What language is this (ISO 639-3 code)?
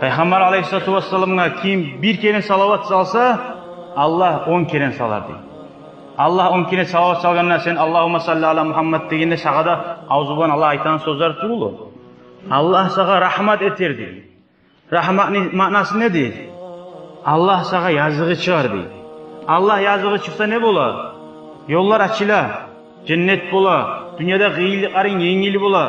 kum